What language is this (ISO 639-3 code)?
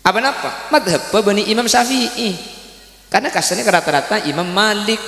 mad